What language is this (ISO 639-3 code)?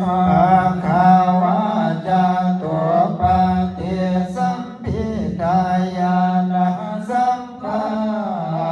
pli